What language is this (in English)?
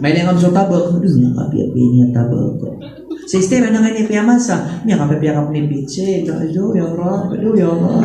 Maranao